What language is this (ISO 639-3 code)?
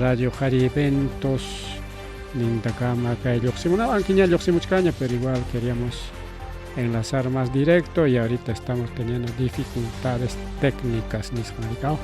quy